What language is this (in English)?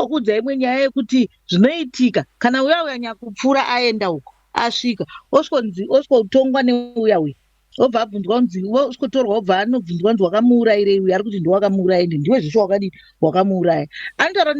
Shona